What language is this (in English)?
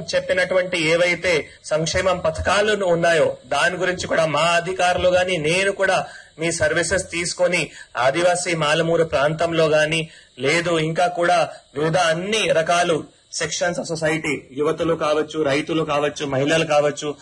Telugu